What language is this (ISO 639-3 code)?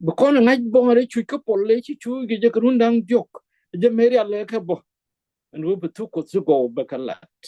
nus